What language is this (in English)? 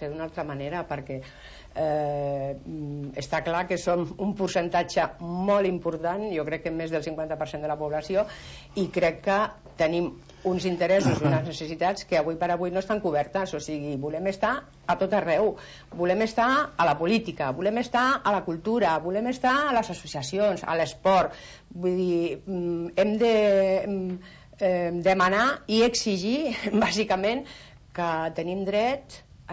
Catalan